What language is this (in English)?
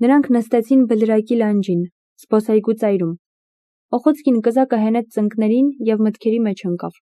Armenian